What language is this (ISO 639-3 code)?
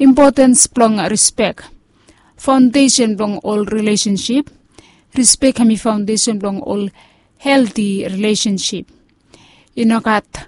bis